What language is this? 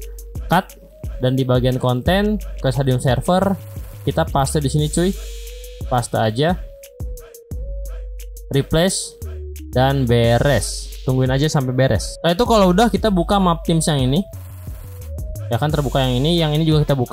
Indonesian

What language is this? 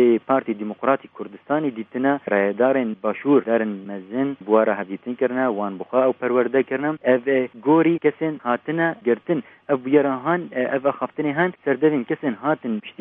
Kurdish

